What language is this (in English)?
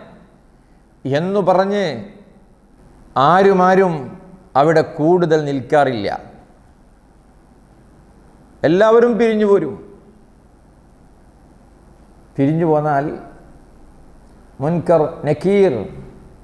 Malayalam